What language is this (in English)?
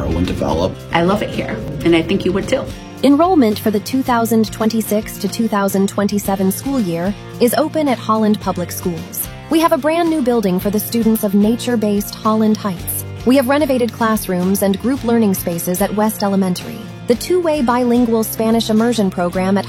English